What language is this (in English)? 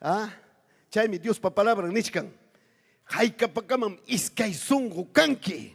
Ayacucho Quechua